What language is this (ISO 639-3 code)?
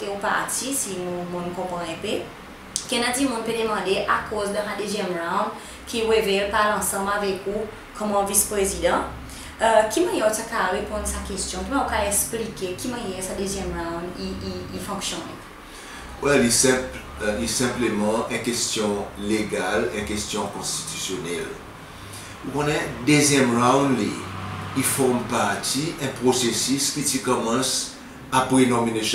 crs